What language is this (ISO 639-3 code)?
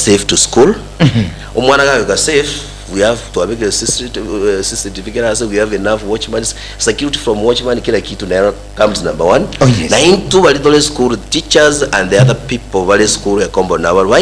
guz